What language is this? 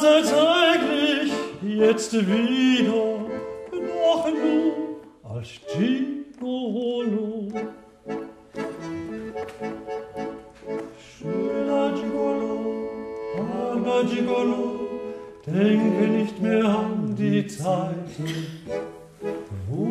German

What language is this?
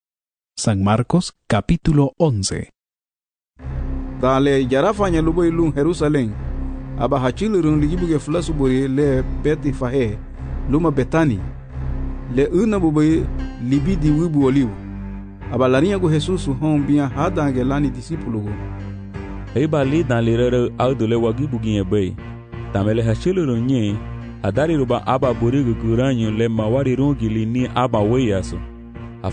Garifuna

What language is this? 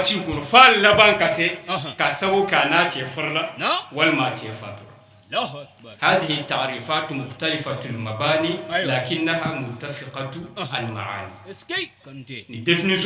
Bambara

